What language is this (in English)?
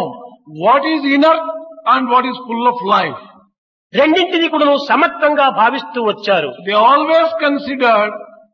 Telugu